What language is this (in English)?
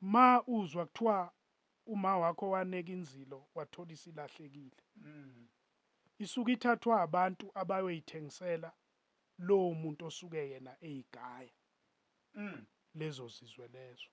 Zulu